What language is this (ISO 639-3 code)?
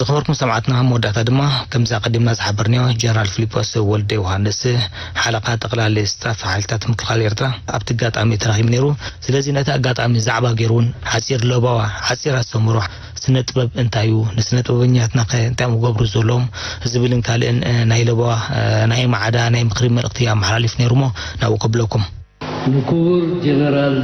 tir